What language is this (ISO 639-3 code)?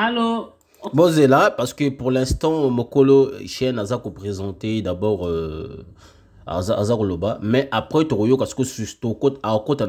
lin